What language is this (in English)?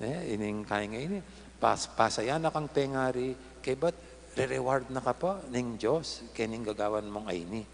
Pampanga